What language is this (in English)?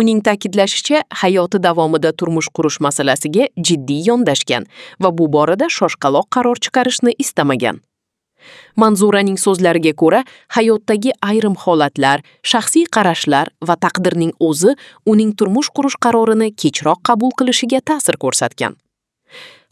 Uzbek